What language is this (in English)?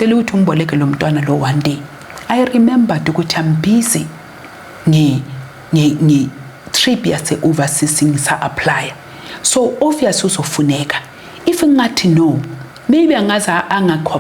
Zulu